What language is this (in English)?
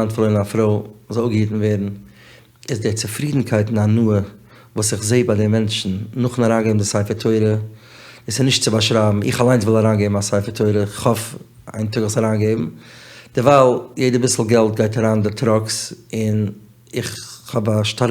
Yiddish